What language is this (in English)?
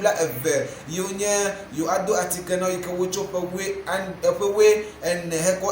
Ewe